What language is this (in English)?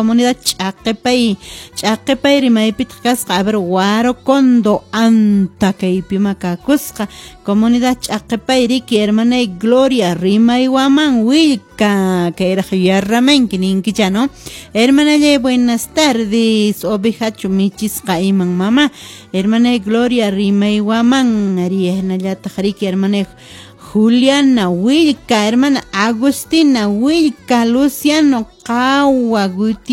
Quechua